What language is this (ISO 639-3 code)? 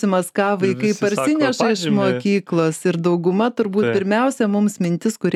lit